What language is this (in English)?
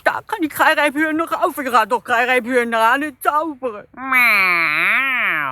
Swiss German